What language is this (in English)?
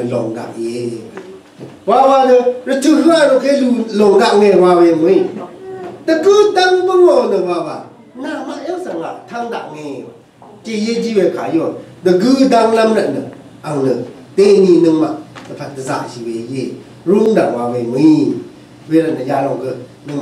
Rawang